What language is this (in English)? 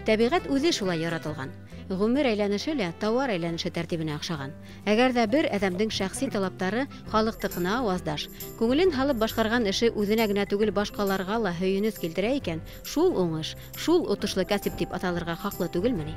Bashkir